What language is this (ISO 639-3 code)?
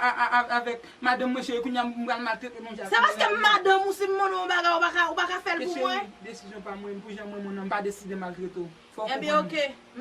hat